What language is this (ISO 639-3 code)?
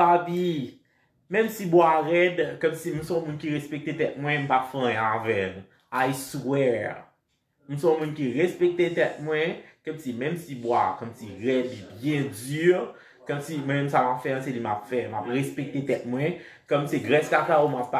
hat